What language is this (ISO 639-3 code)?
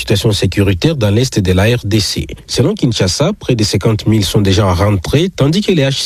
fra